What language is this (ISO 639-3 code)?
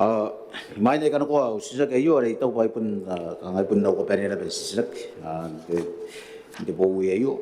gil